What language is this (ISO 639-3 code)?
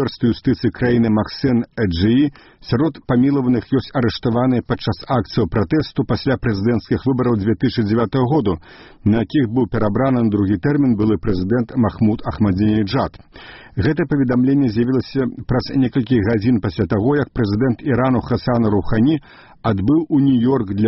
bel